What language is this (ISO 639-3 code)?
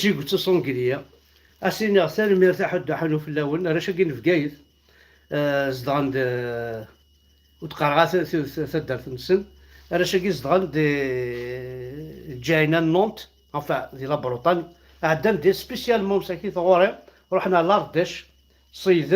kab